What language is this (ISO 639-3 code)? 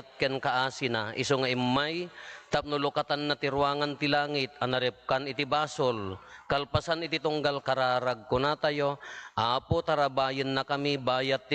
ilo